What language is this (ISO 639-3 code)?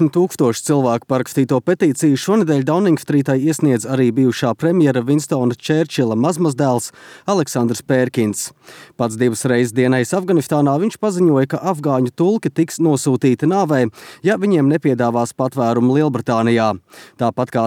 lav